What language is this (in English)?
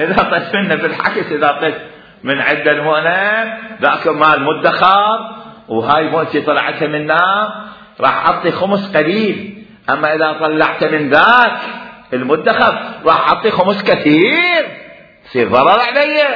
Mesopotamian Arabic